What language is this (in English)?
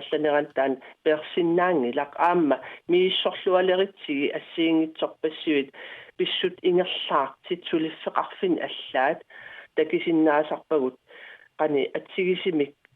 Kalaallisut